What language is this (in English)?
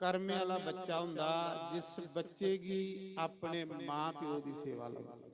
Dogri